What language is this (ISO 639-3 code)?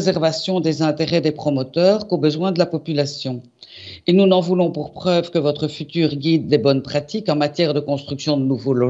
fra